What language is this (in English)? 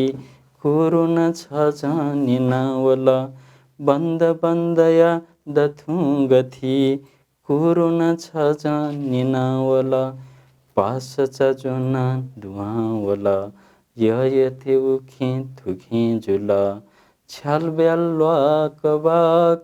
Newari